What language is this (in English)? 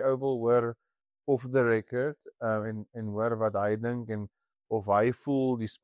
Afrikaans